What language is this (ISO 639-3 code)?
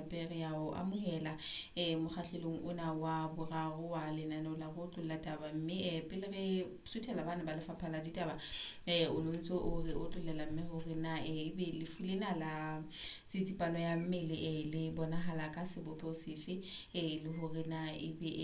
sot